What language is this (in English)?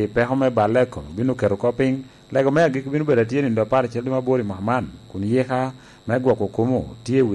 Lango (Uganda)